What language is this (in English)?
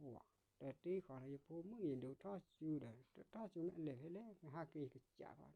S'gaw Karen